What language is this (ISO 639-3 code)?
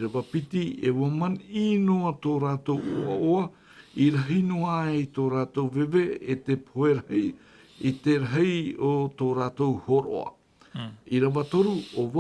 tah